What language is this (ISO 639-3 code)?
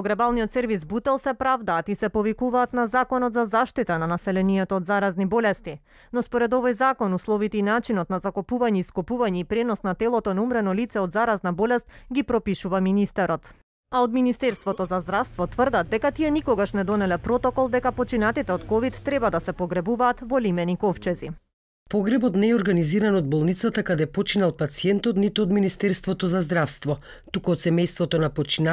mkd